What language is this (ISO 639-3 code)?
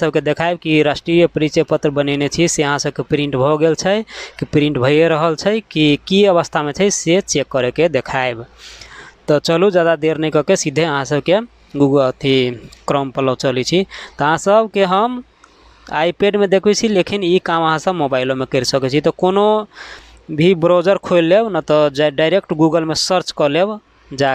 mai